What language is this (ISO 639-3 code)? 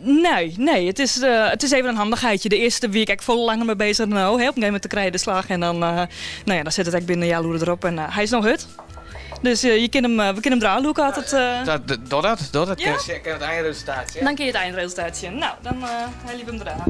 fry